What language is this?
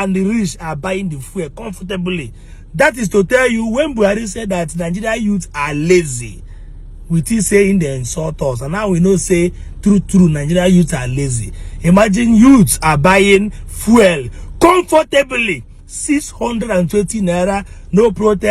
Igbo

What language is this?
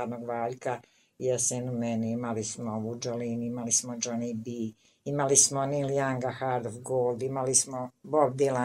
Bosnian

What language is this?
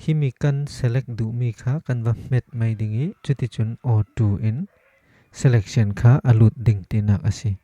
Falam Chin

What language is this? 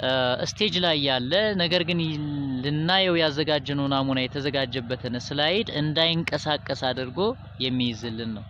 Amharic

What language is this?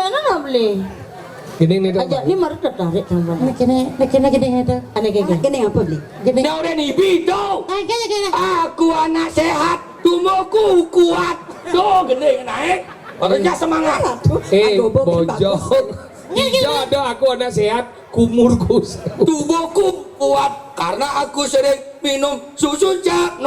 Balinese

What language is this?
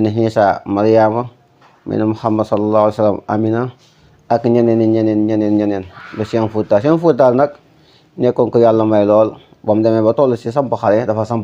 Wolof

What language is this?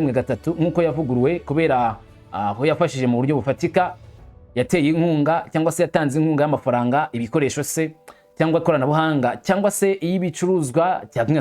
Kinyarwanda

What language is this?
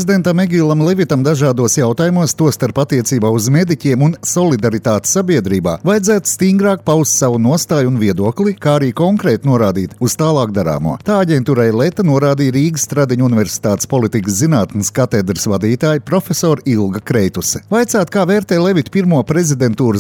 Latvian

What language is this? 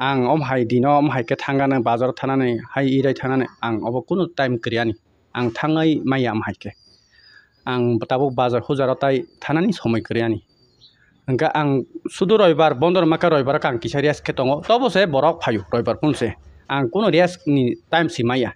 Kok Borok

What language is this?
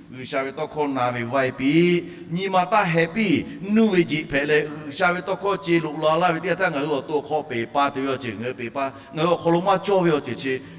Lahu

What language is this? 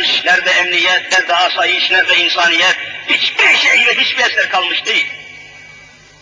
Turkish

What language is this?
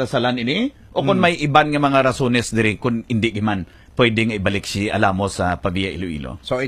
Hiligaynon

